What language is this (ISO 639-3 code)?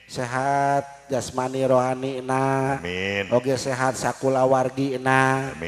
sun